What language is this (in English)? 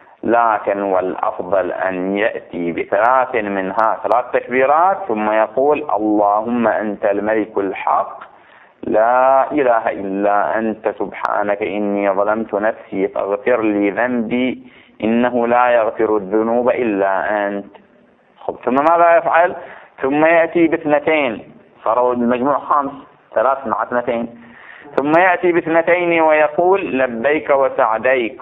Arabic